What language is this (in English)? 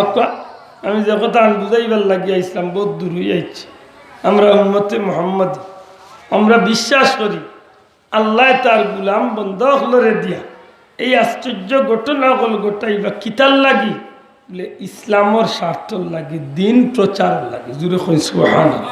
Sylheti